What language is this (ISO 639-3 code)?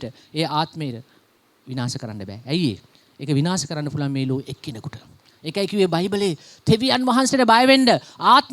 sin